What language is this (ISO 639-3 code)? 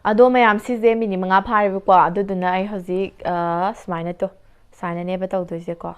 mni